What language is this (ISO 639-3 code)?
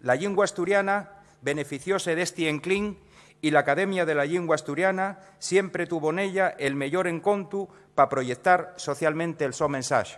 ast